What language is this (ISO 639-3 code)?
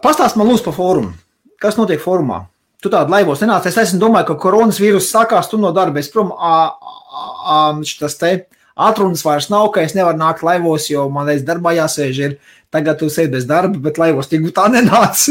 lav